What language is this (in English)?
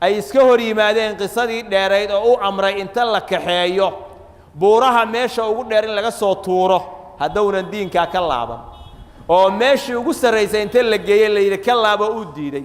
Somali